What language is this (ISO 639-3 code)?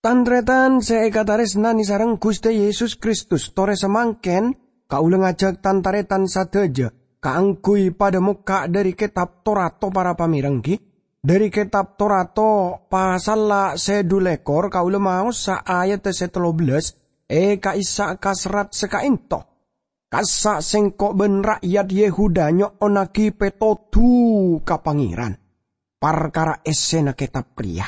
mad